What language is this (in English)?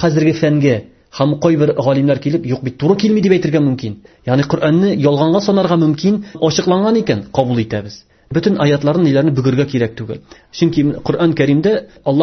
Tatar